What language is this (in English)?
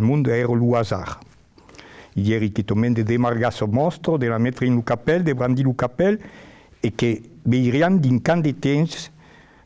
Occitan